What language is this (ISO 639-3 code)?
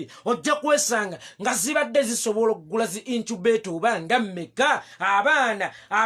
lug